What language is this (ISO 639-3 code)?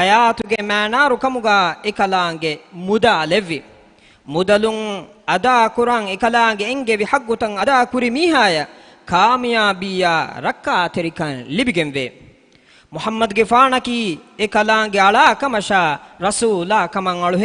div